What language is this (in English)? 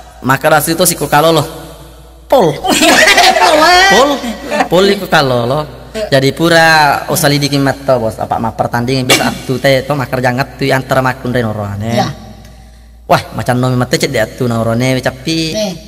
Buginese